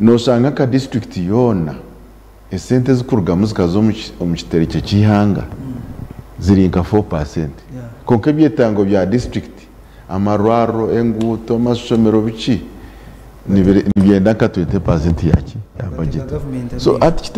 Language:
Nyankole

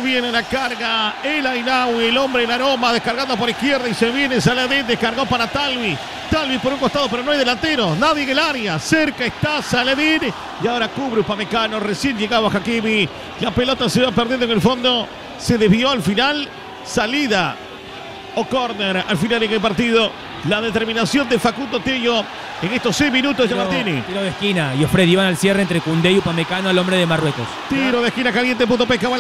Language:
Spanish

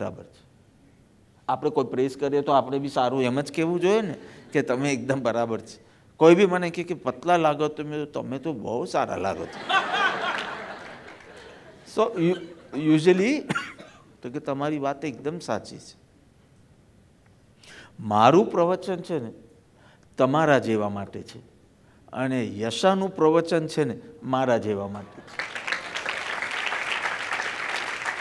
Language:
Gujarati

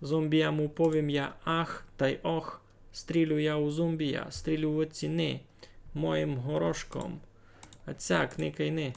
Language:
Rusyn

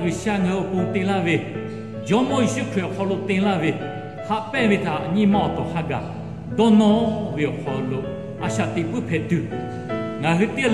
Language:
Lahu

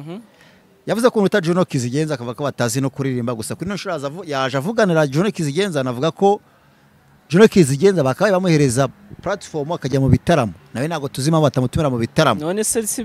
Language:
Kinyarwanda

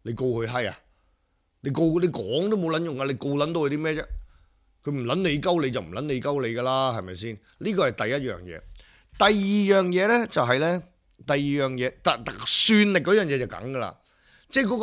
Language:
Cantonese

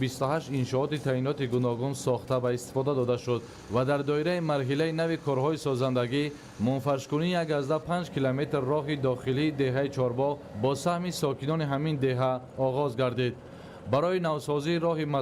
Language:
Tajik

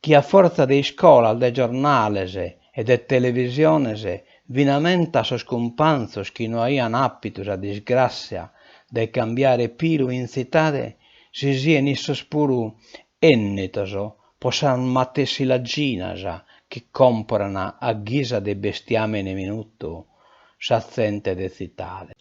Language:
Sardinian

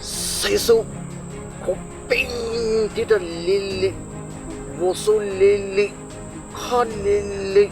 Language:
Poumei Naga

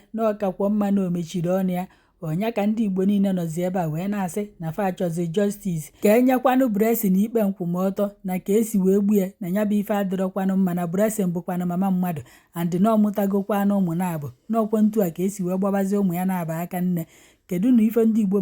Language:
Igbo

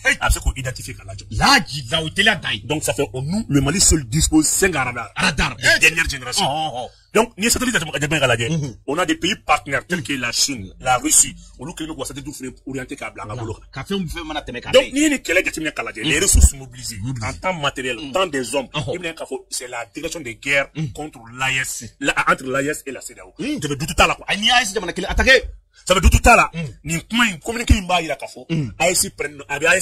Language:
Bambara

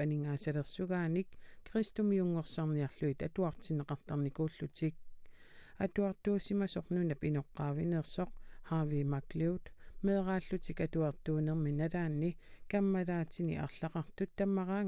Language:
Kalaallisut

